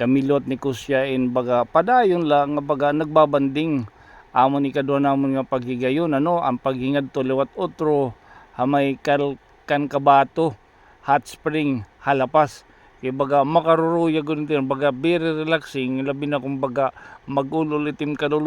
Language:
Waray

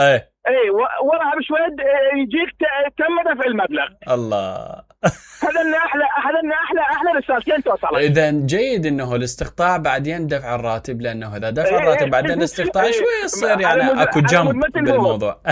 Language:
Mesopotamian Arabic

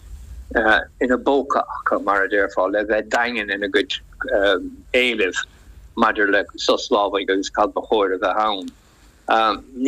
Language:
Irish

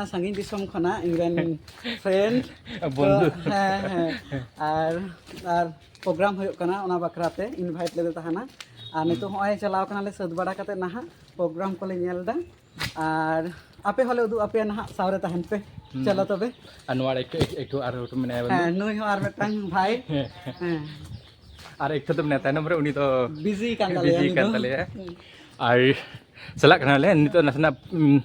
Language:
Santali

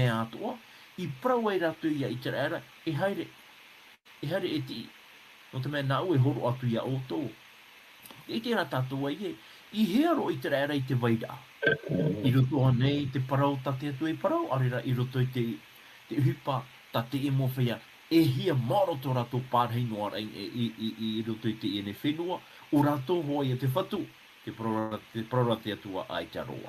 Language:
Tahitian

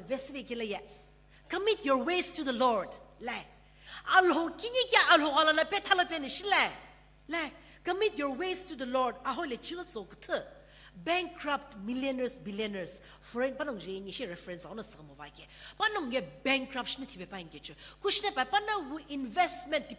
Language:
Sumi Naga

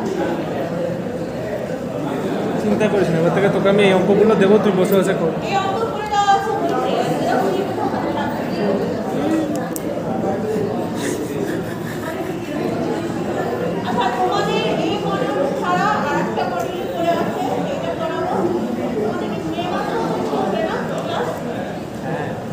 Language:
Bangla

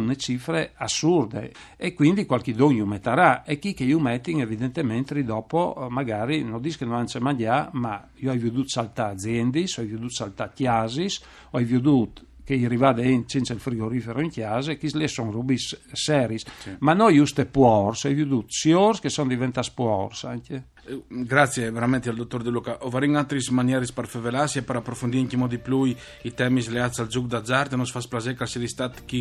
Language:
Friulian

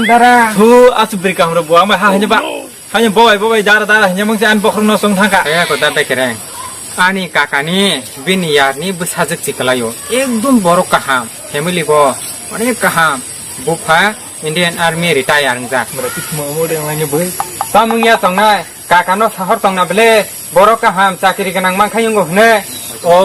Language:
Kok Borok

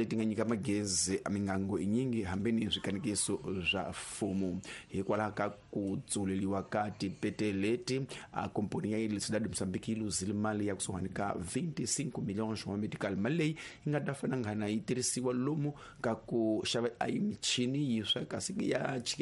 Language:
Tsonga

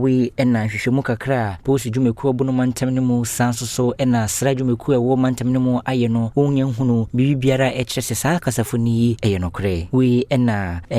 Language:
Akan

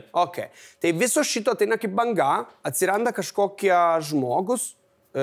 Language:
Lithuanian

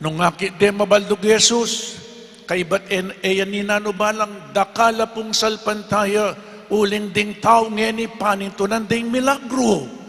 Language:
Pampanga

